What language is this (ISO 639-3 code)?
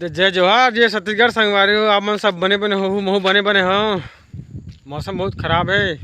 hne